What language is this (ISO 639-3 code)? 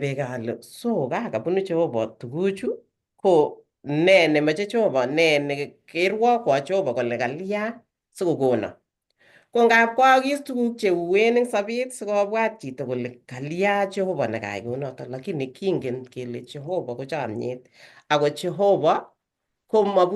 kln